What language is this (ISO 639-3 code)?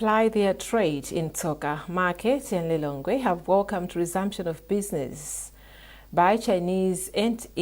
eng